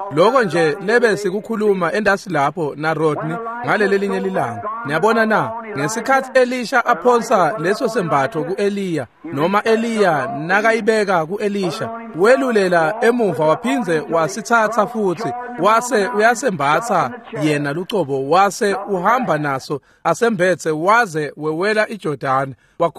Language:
Swati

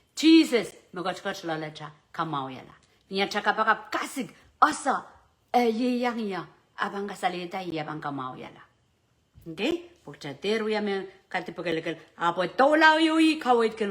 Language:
Pohnpeian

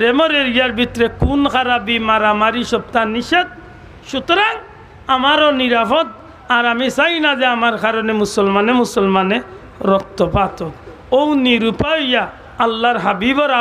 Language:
Sylheti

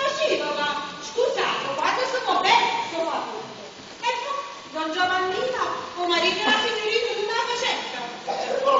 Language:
Neapolitan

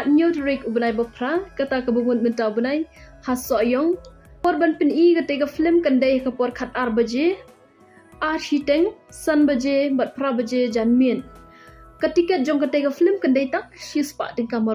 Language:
Khasi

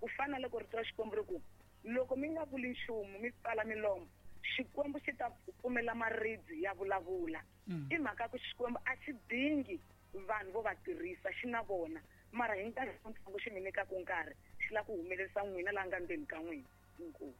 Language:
Tsonga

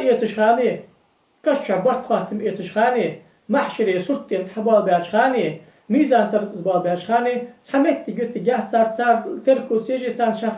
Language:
Ingush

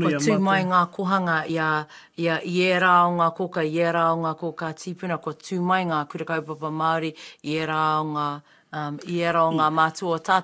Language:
Māori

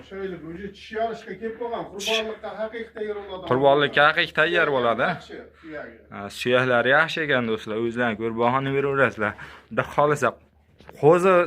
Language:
Uzbek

